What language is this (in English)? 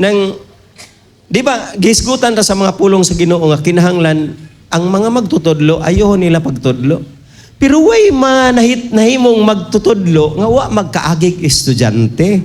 Cebuano